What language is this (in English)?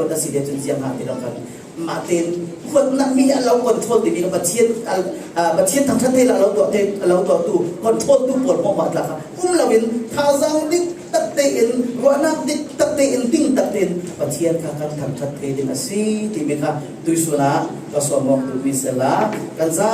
Falam Chin